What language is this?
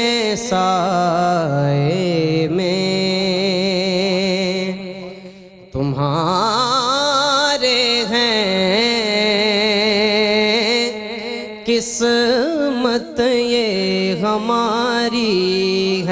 Urdu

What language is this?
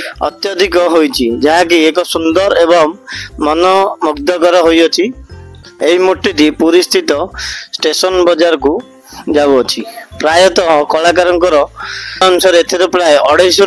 Odia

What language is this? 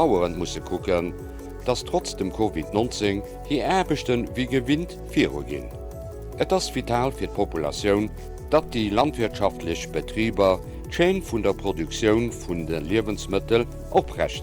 Luxembourgish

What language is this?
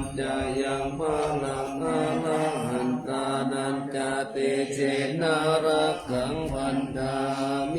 Pali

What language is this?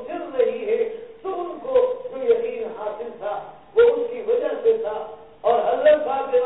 Urdu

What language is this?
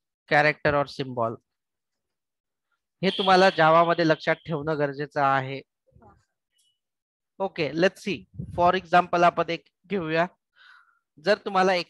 Marathi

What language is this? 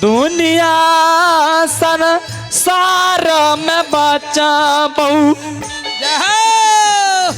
Maithili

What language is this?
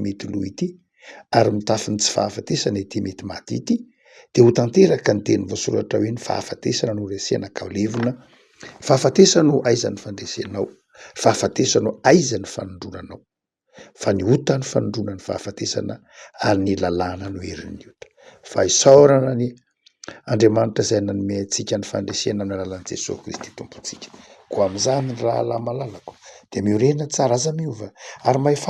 Malagasy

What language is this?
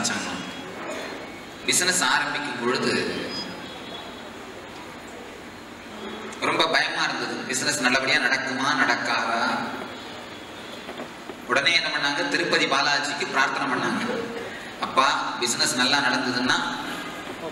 Tamil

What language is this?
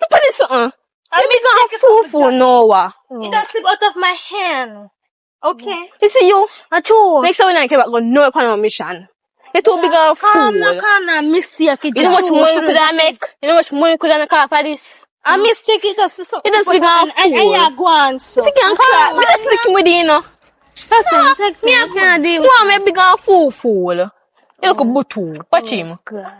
Jamaican Creole English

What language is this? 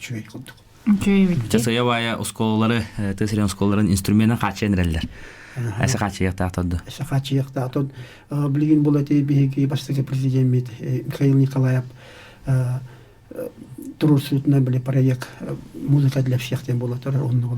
Yakut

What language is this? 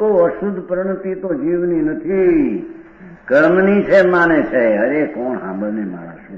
Gujarati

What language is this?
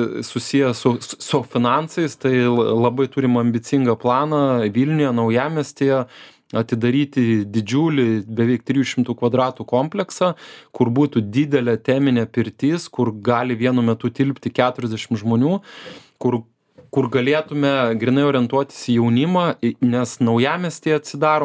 Lithuanian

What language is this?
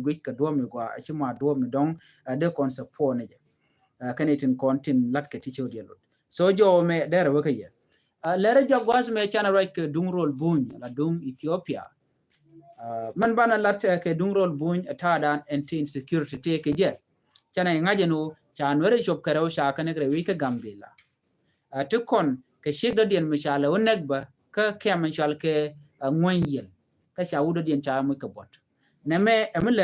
Nuer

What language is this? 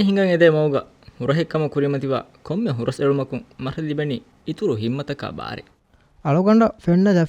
Divehi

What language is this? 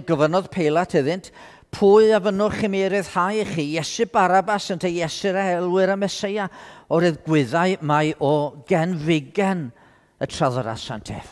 Welsh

